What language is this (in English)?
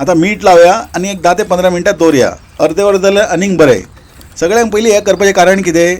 Konkani